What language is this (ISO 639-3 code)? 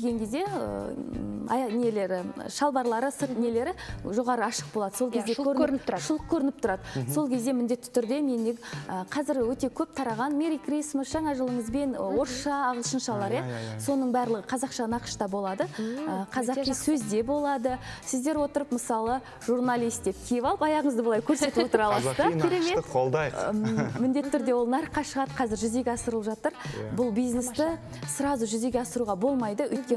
kaz